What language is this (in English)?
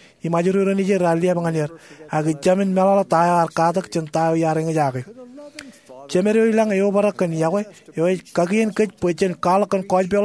Marshallese